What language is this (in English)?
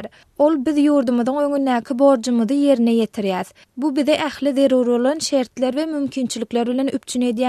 Turkmen